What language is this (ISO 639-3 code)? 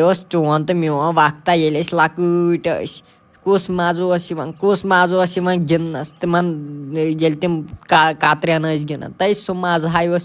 kas